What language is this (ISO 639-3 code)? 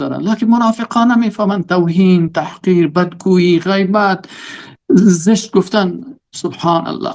fas